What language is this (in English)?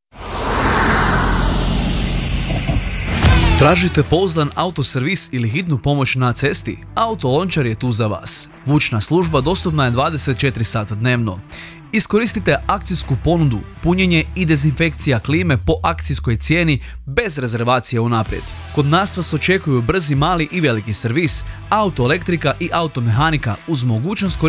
Croatian